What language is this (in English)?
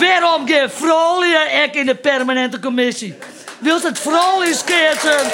Western Frisian